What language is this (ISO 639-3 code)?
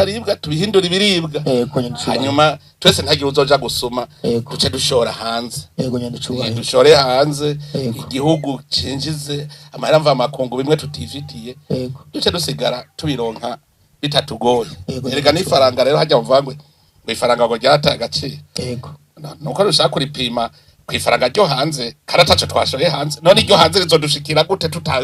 run